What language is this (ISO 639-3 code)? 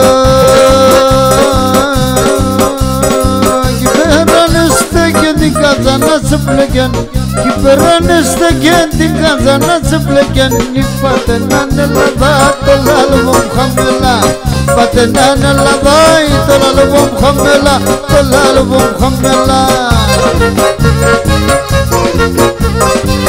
ell